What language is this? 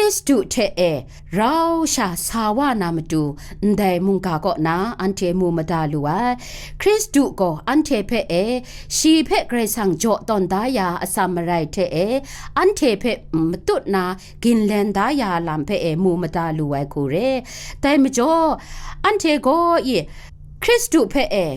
Kachin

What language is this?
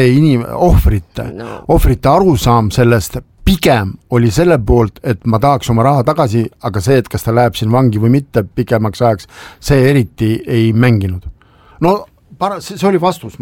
Estonian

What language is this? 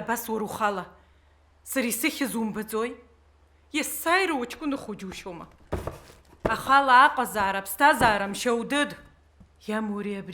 Abkhazian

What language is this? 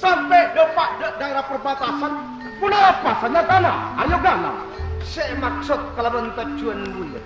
Madurese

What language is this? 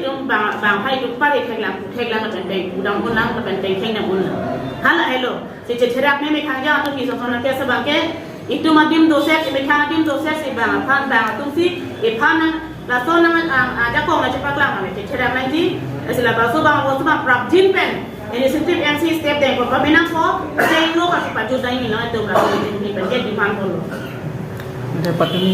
Karbi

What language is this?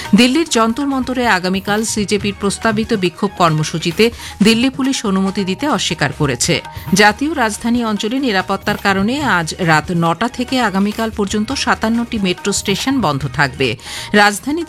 Bangla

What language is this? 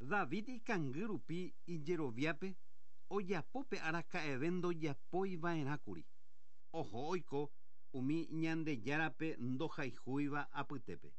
Guarani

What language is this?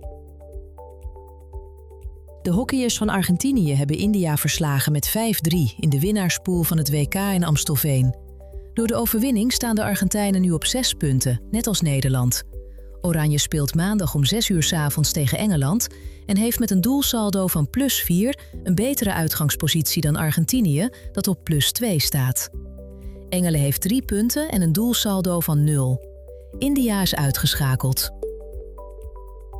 Dutch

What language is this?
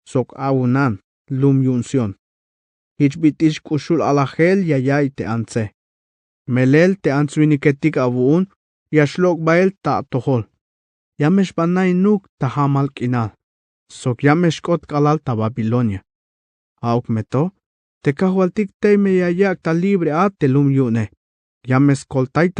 Tzeltal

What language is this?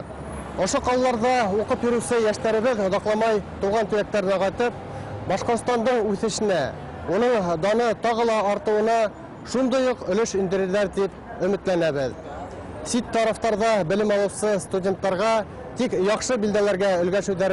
Bashkir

